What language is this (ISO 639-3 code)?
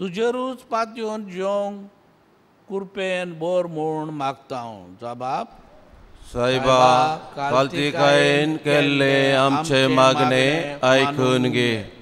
kok